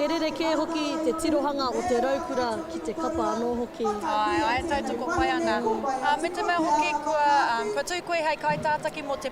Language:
Māori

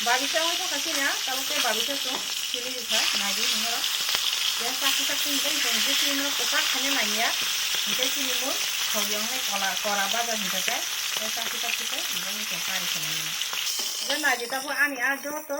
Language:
Kok Borok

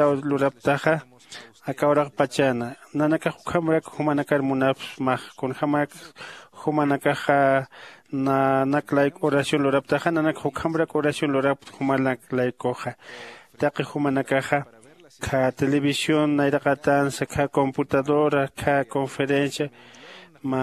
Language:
Aymara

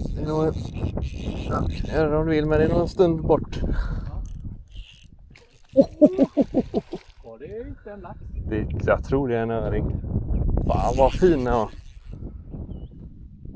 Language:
Swedish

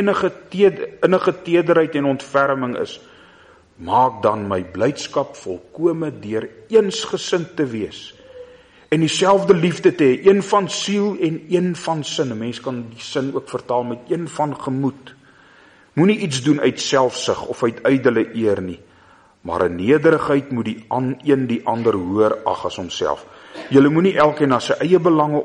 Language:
Afrikaans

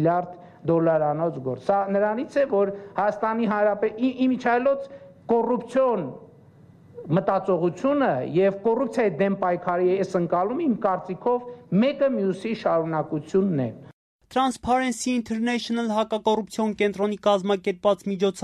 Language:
Armenian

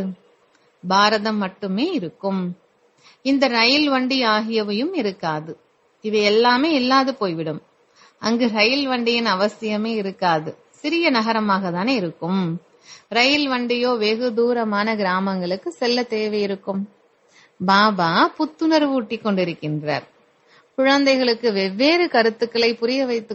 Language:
Tamil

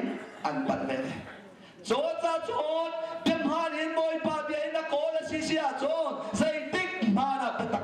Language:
Hakha Chin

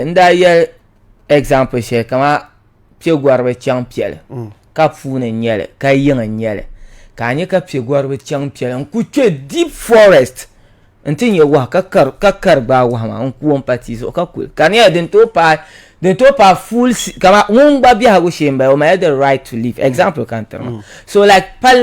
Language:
Dagbani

